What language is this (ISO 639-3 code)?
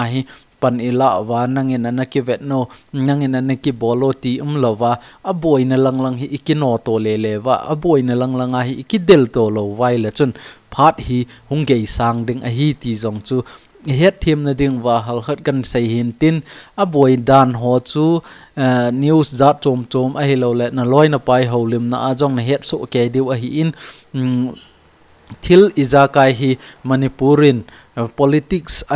tcz